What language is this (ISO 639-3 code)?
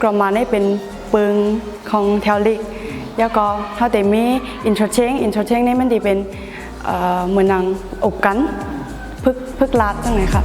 shn